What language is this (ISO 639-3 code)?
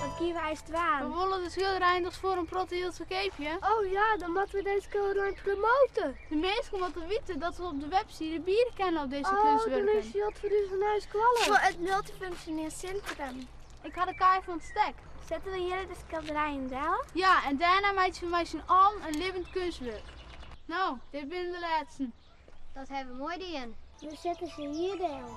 fry